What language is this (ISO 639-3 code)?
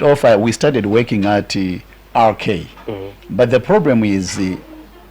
nya